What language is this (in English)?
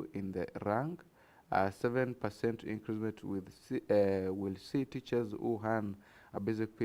Meru